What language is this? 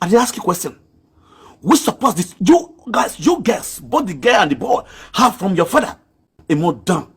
Nigerian Pidgin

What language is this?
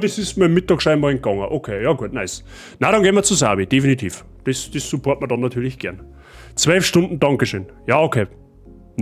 Bavarian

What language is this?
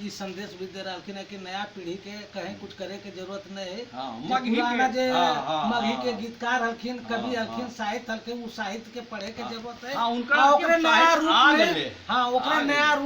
Magahi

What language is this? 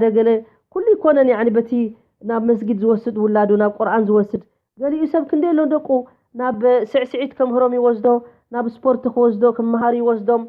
Tigrinya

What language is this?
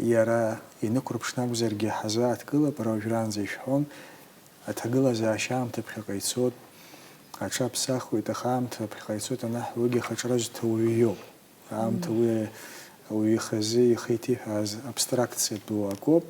Abkhazian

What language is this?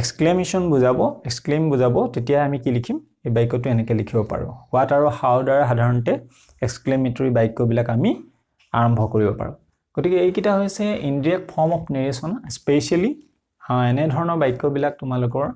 Assamese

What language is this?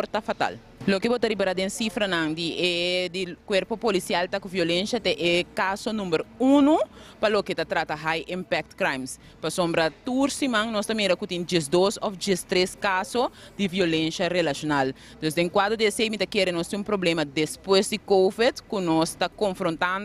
Papiamento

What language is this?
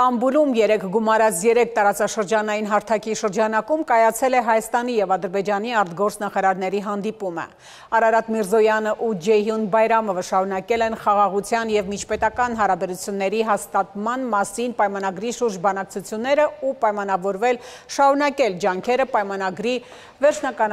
Armenian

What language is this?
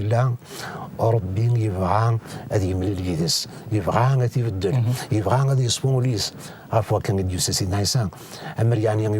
Kabyle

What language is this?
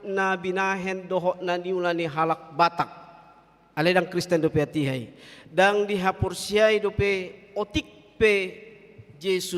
Batak Toba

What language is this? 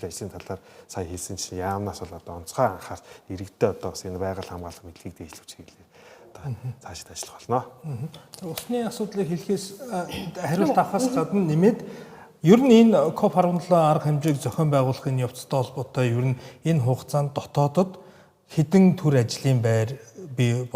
Mongolian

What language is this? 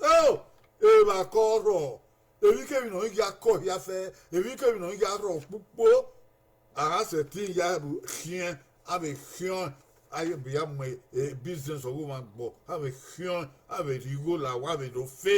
Bini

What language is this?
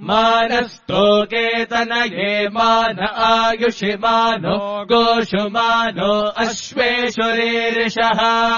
Sanskrit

